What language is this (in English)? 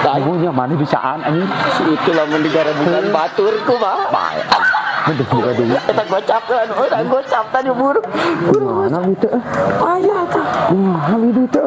Sundanese